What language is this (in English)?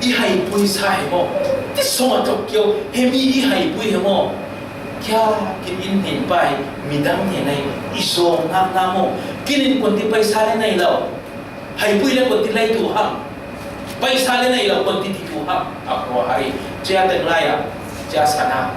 Falam Chin